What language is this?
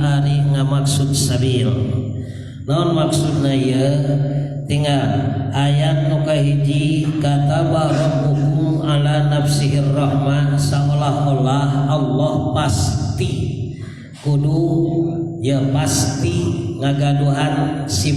Sundanese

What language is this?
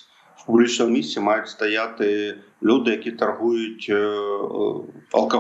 Ukrainian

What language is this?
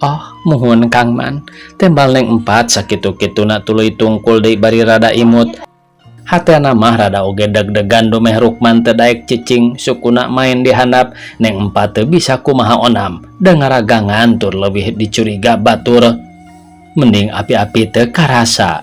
Sundanese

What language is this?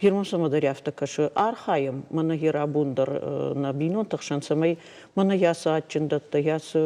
Ossetic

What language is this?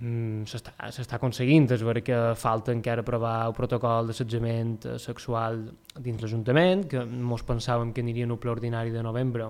Catalan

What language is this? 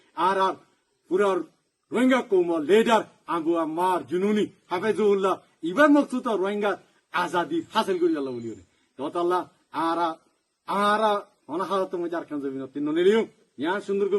Rohingya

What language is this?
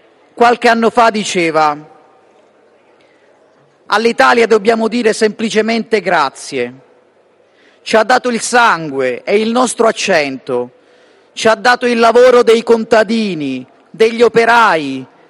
Italian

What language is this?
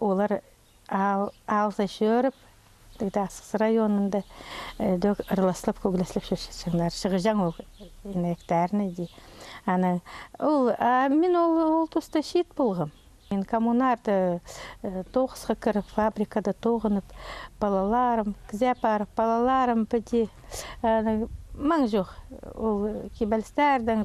Khakas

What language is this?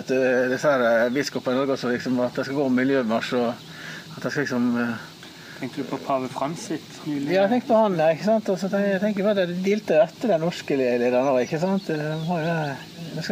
Norwegian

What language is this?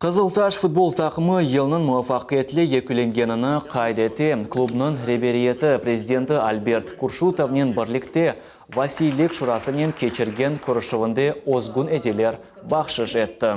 Crimean Tatar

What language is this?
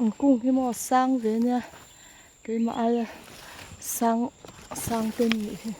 Mizo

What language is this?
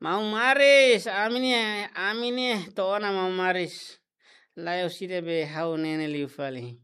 Tetum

